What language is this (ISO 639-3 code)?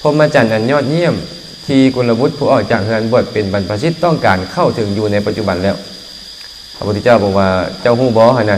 lao